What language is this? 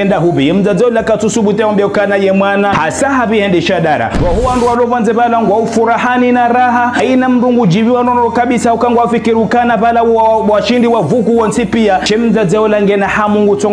Ngazidja Comorian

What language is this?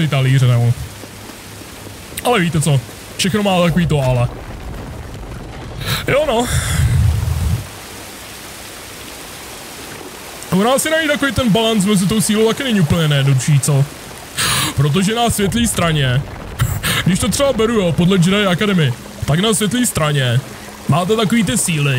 Czech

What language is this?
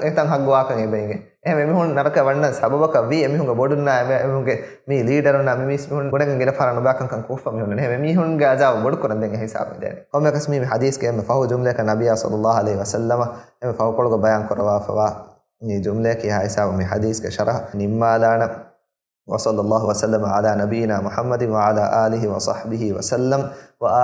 Divehi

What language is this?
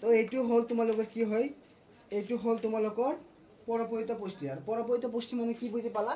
Assamese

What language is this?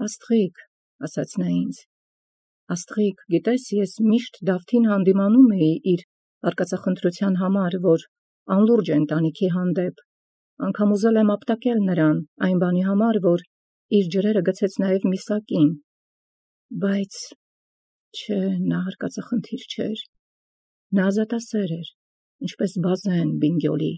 Armenian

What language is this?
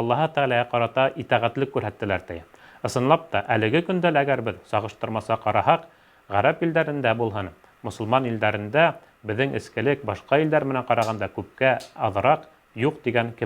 Bashkir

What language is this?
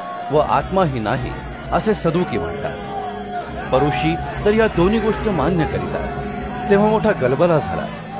Marathi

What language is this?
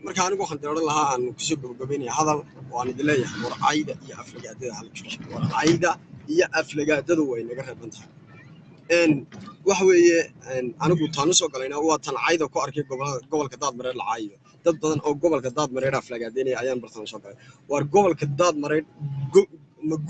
Somali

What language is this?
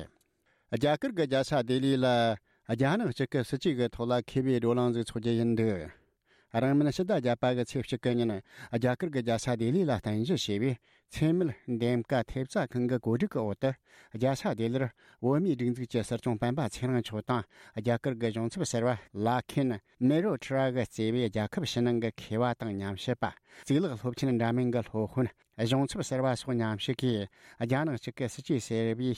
Tibetan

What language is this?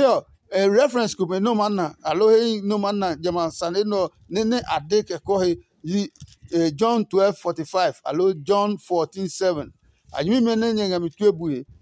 Adangme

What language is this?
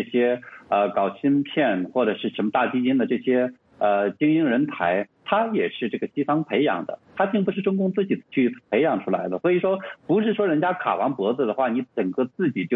Chinese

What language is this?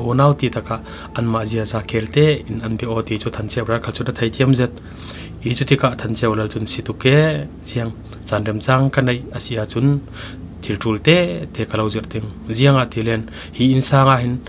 Falam Chin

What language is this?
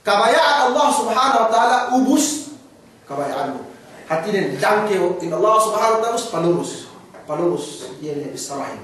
Yakan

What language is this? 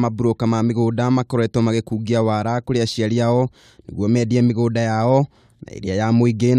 Kikuyu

